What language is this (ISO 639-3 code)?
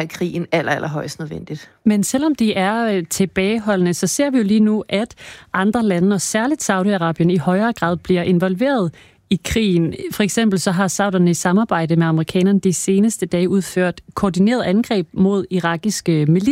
dan